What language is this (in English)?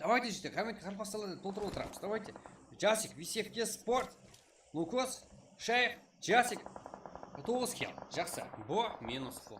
Kara-Kalpak